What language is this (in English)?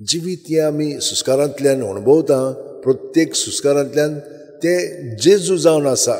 Konkani